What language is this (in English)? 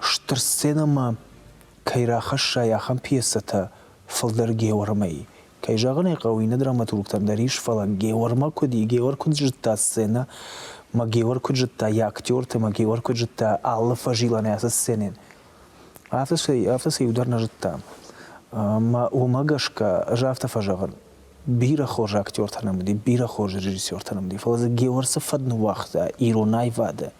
Ossetic